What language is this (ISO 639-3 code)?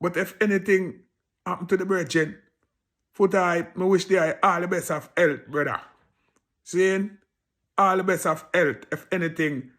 jam